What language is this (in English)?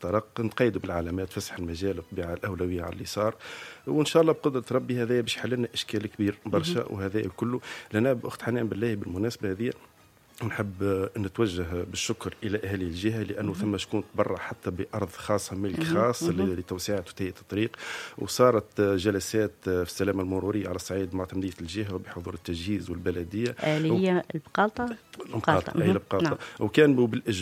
Tunisian Arabic